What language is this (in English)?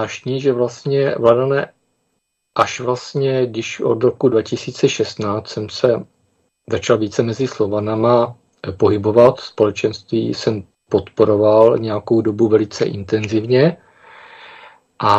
Czech